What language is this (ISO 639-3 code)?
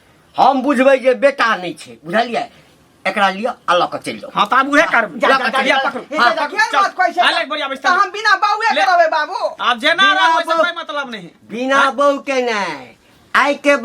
mai